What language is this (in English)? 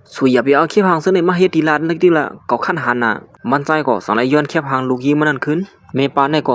Shan